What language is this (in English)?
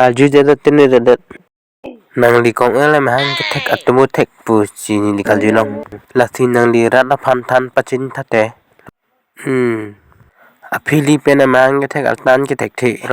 Karbi